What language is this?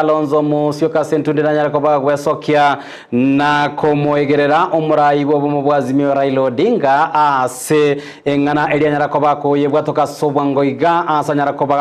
Gusii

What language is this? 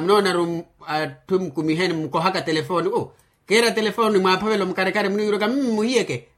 Makhuwa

